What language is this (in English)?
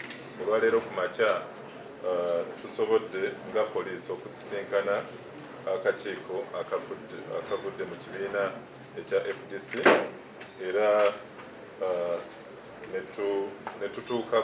Ganda